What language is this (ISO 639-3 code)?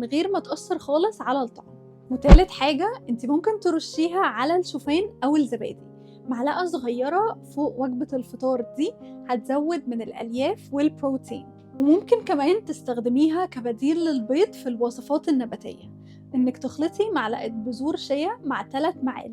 arz